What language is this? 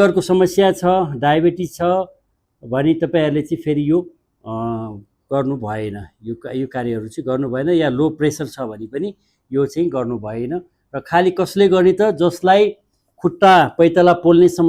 Nepali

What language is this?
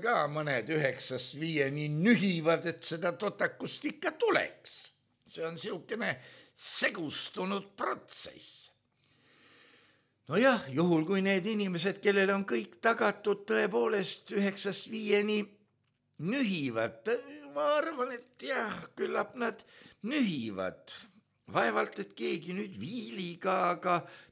Estonian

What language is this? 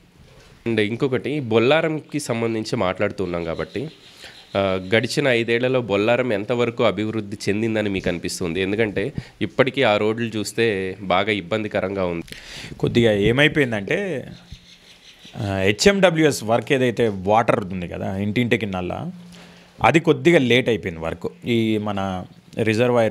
Telugu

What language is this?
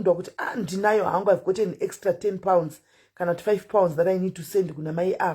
Shona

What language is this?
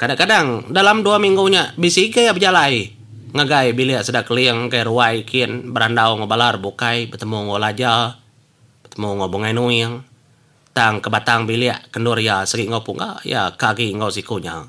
Iban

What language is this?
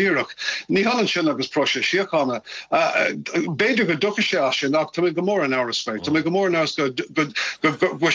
Irish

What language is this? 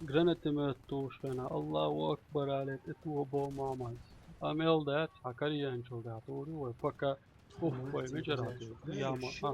Chechen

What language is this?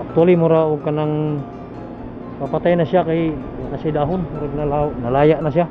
Cebuano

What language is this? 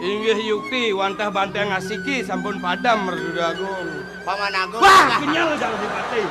Balinese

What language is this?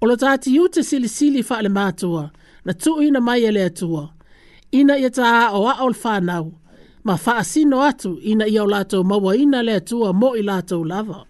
Samoan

